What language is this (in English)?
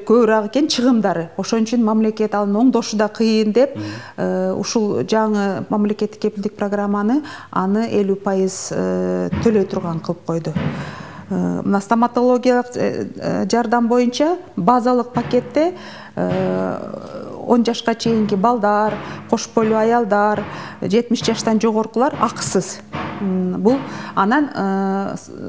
Kyrgyz